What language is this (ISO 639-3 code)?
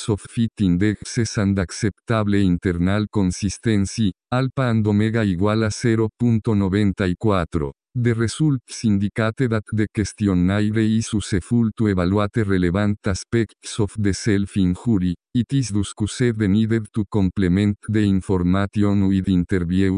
spa